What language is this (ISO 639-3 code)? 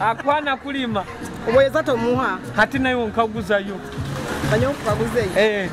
nyo